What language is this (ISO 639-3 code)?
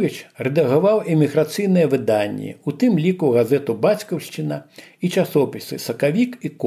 bel